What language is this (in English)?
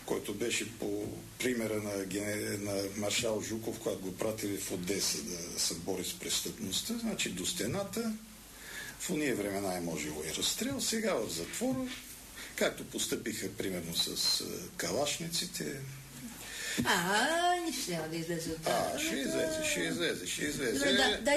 Bulgarian